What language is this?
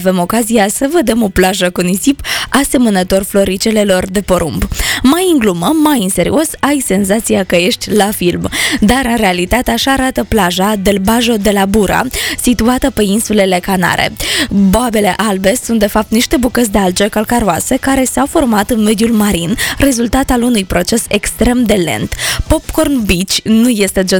Romanian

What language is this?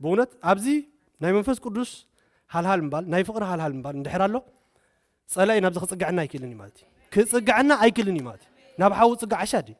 Tigrinya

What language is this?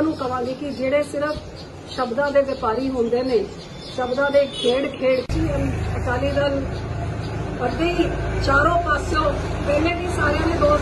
Punjabi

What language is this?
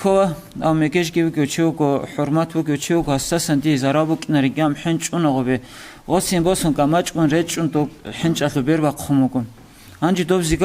Avaric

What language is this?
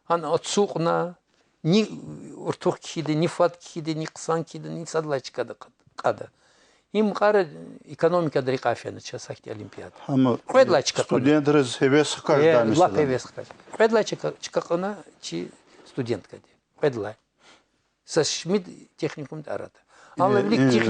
Lezghian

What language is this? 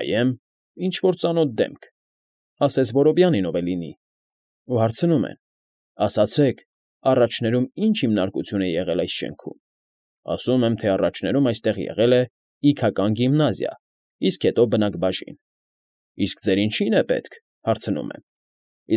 Armenian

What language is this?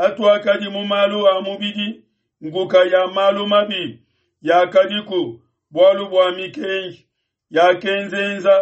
Luba-Lulua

